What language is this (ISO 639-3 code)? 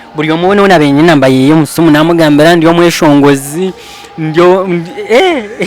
nyn